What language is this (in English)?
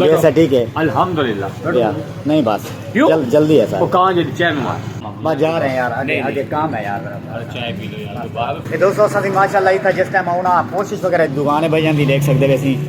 Saraiki